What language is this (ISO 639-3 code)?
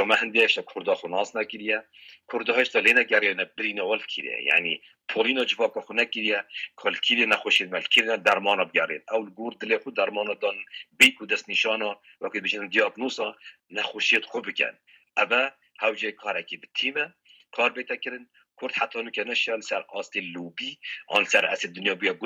kur